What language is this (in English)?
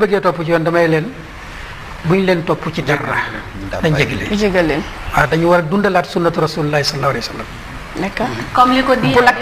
Wolof